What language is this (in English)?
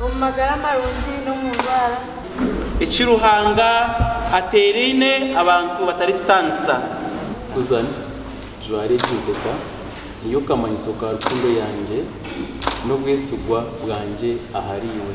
Nyankole